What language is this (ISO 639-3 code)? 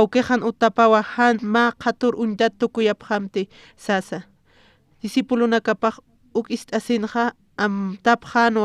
aym